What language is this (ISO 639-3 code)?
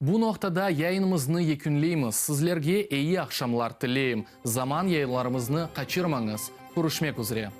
crh